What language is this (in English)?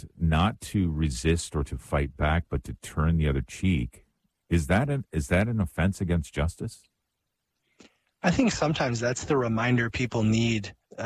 English